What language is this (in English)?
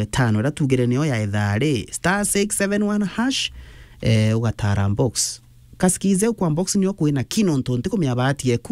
Meru